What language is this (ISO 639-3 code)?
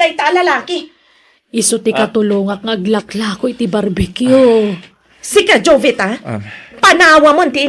ilo